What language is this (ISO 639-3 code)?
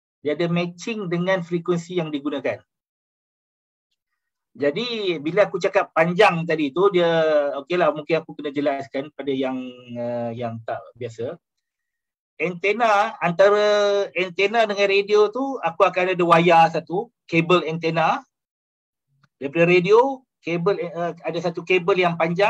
msa